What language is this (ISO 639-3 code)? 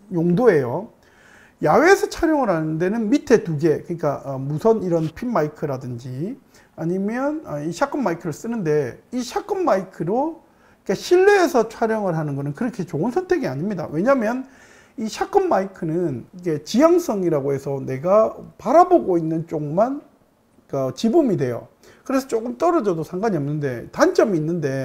kor